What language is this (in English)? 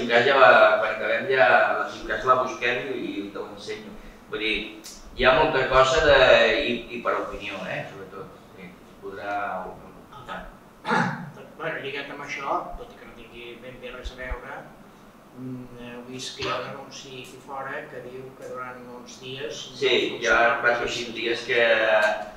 Catalan